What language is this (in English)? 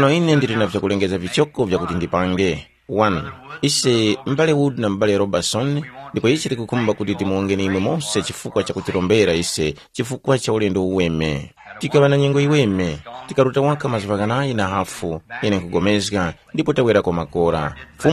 Tumbuka